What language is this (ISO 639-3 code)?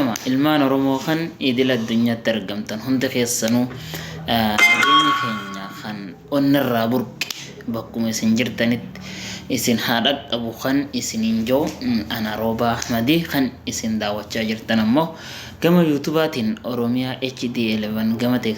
orm